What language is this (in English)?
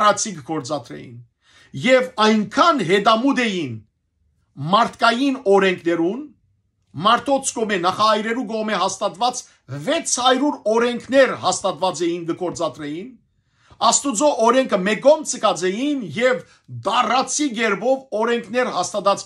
Western Armenian